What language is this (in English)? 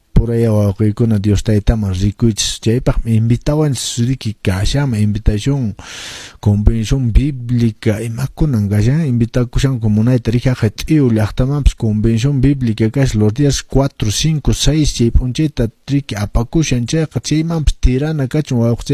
Quechua